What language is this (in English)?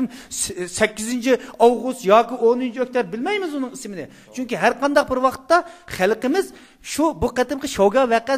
Uyghur